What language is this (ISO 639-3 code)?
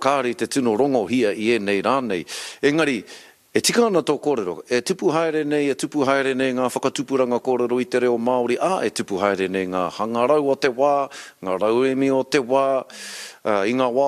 mri